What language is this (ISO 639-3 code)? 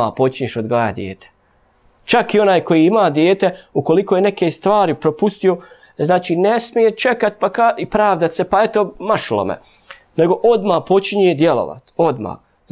bos